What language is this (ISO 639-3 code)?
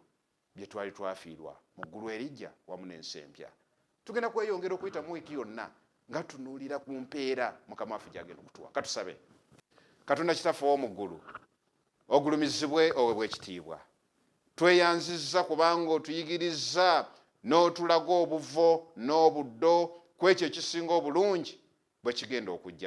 lug